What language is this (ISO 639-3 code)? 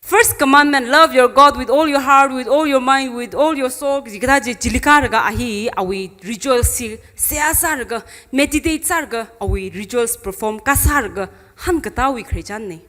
nmf